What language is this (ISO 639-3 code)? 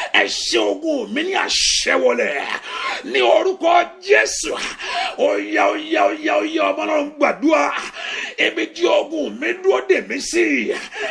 yor